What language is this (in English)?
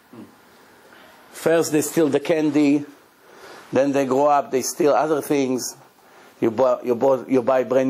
English